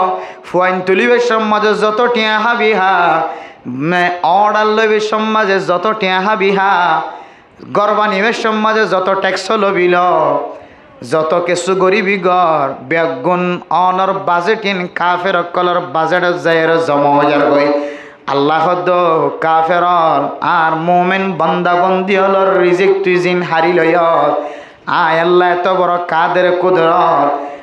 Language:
Rohingya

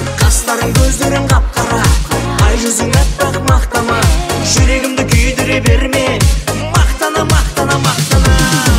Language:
Kazakh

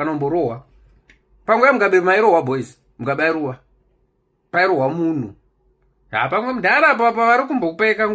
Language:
Shona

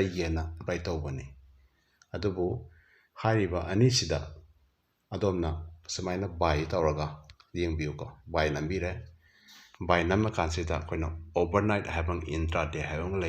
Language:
Manipuri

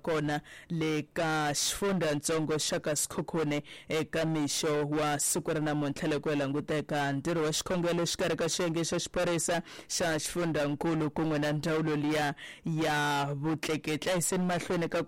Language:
Tsonga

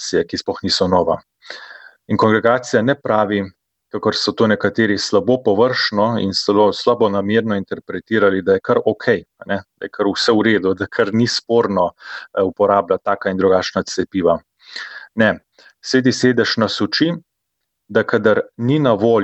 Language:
Slovenian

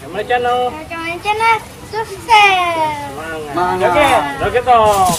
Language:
Betawi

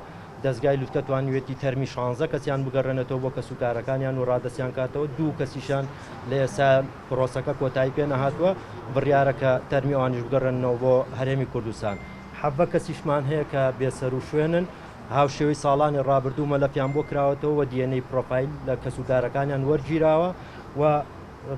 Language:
Central Kurdish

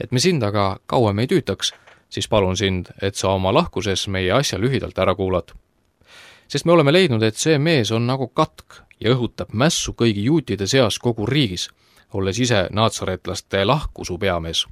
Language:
Estonian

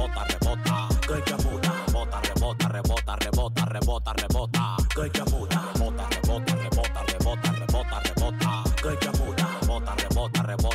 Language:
Spanish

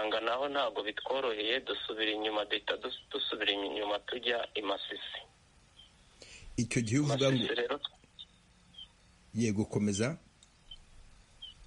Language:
Kinyarwanda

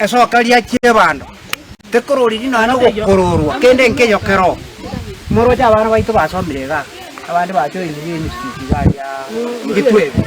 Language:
Gusii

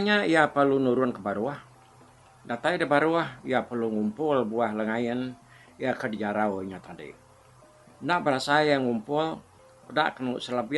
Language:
Iban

